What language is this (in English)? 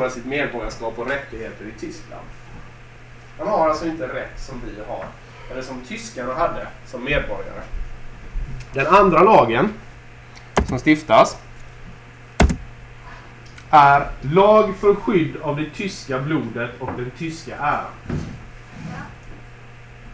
Swedish